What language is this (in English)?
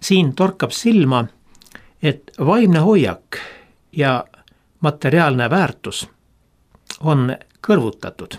Estonian